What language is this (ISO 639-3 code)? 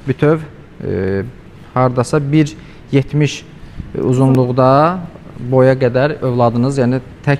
aze